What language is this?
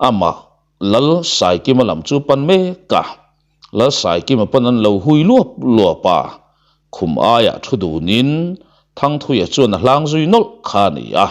Mizo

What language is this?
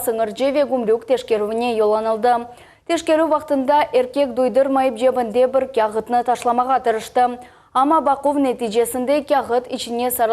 Crimean Tatar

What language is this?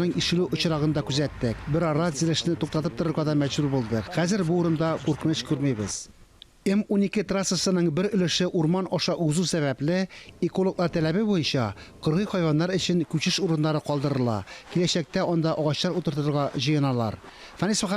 Tatar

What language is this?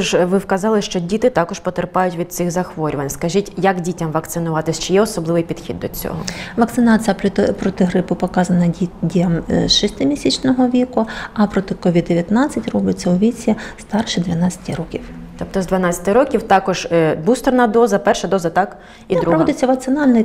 Ukrainian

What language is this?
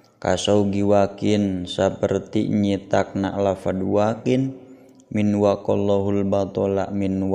Sundanese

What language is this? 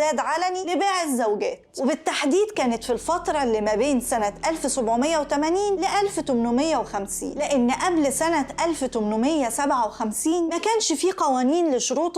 Egyptian Arabic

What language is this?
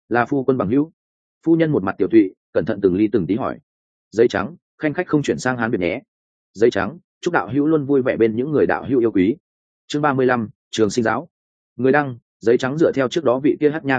Vietnamese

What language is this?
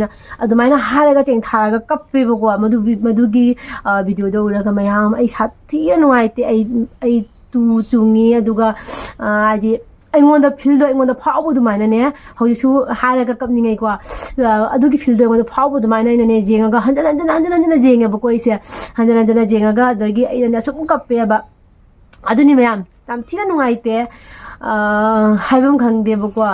Manipuri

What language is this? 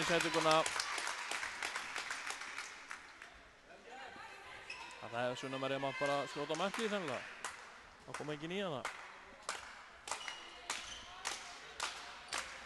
Icelandic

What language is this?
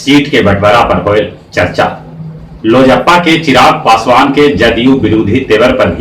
Magahi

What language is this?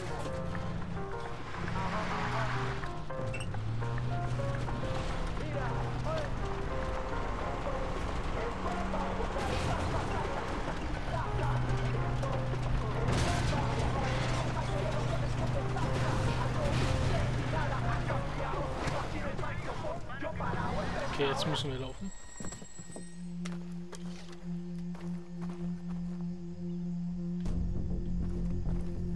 German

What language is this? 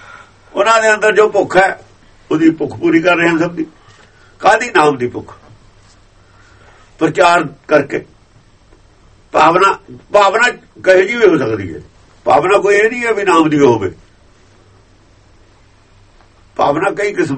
Punjabi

